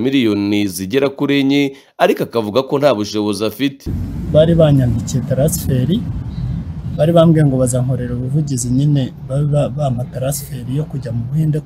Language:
Kinyarwanda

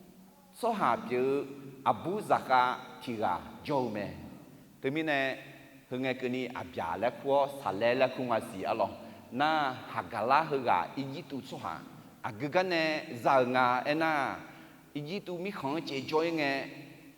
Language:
Akha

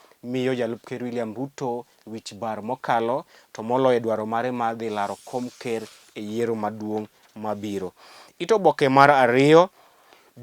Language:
Luo (Kenya and Tanzania)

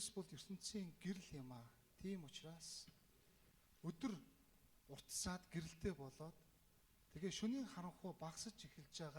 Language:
Mongolian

